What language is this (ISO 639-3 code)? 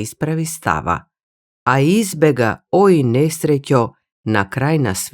mkd